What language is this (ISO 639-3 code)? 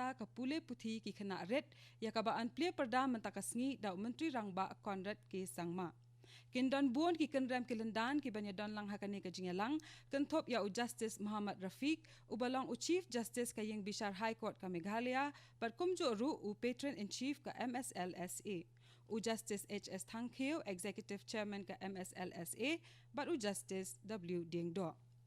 kha